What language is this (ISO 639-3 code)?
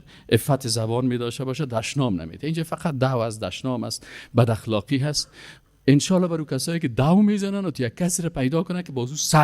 fas